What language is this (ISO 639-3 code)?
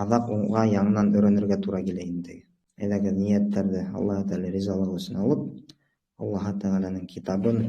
bak